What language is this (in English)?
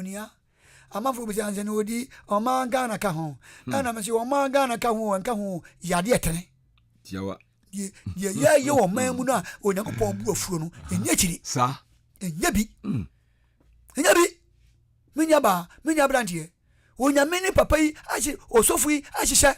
Akan